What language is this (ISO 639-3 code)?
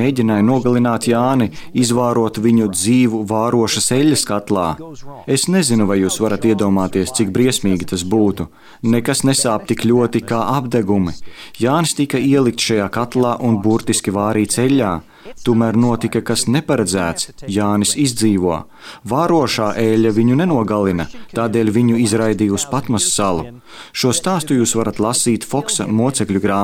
lav